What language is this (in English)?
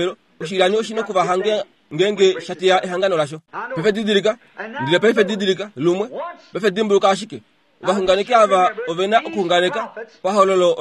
Kuanyama